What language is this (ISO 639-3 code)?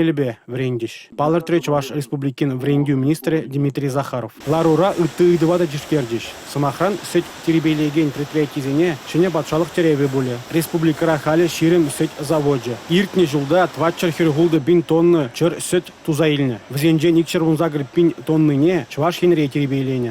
chv